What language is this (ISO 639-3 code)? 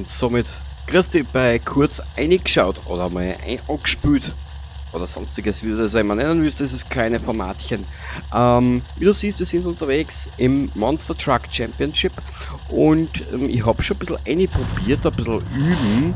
bar